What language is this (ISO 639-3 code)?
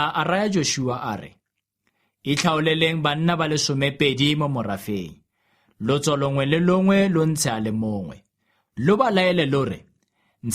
tsn